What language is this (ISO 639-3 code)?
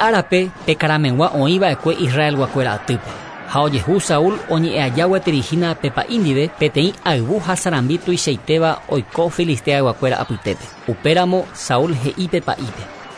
grn